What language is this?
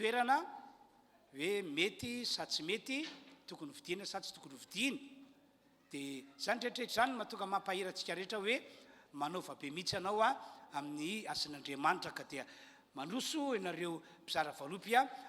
Malagasy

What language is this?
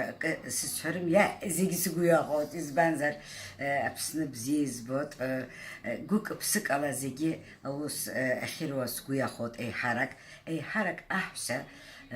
Abkhazian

